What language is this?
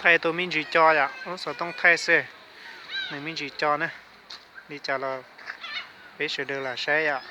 Hmong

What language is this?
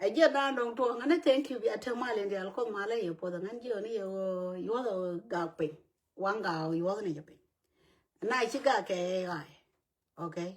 Nuer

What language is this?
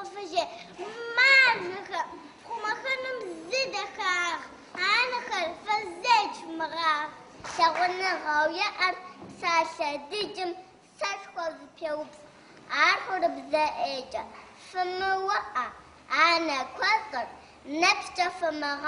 Kabardian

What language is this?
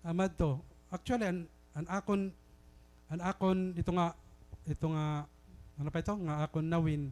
Waray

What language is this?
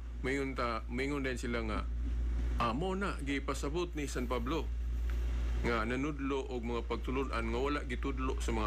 Cebuano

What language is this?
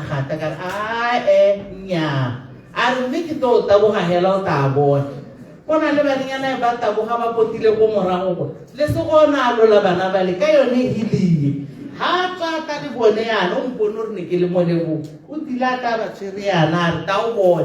Tswana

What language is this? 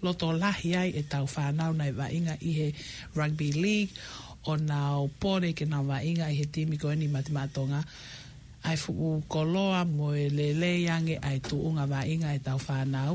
Tongan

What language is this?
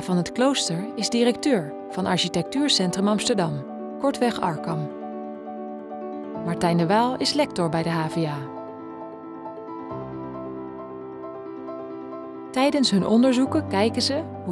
Dutch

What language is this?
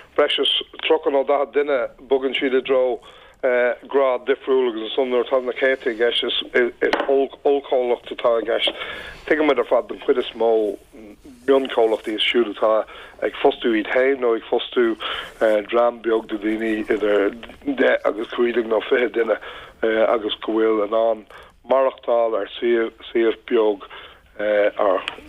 Irish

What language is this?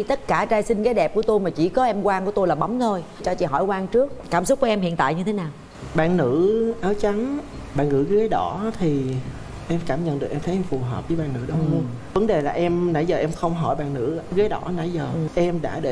Vietnamese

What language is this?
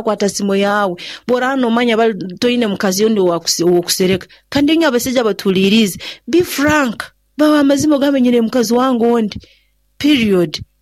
Nyoro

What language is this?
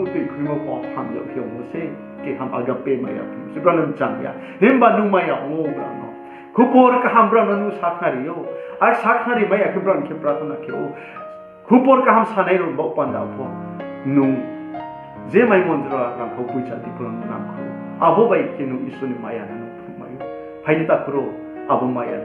Riang (India)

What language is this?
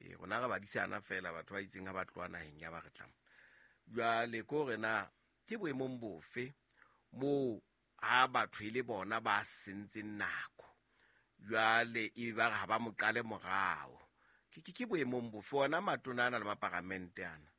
Southern Sotho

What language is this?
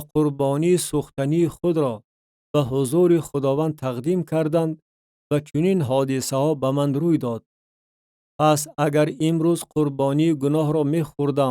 Tajik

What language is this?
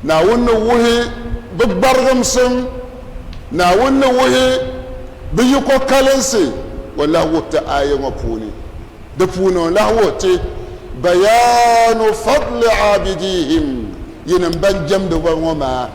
Dagbani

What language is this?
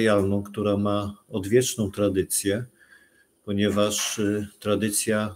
Polish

